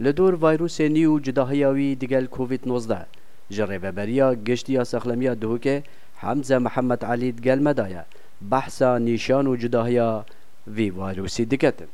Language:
Kurdish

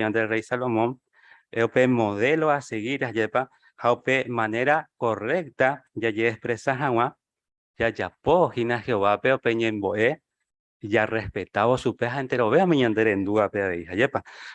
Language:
Guarani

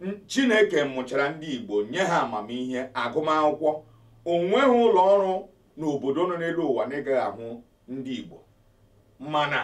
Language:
Igbo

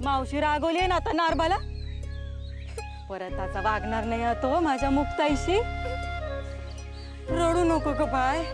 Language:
Marathi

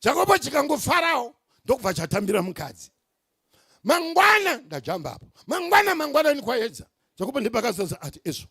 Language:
Shona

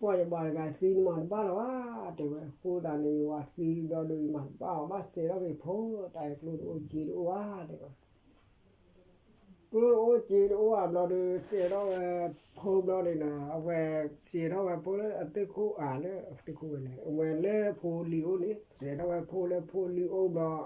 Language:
S'gaw Karen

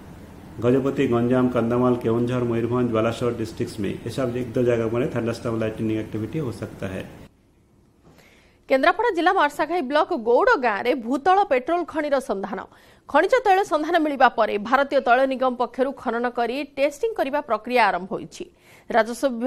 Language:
Odia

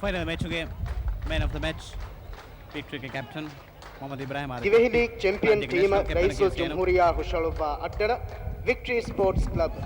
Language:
Divehi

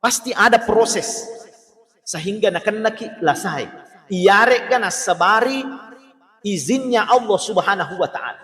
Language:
Buginese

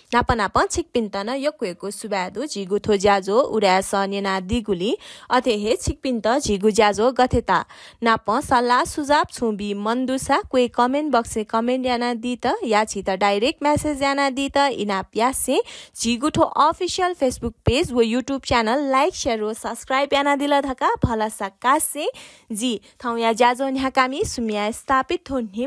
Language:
Newari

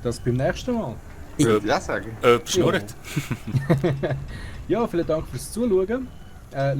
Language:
Swiss German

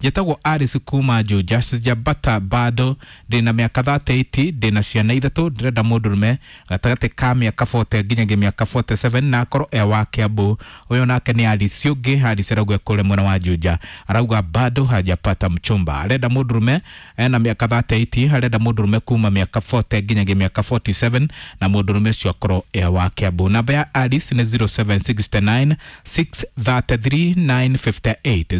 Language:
Kikuyu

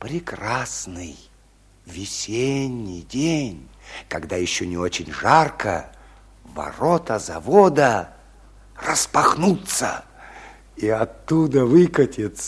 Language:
Russian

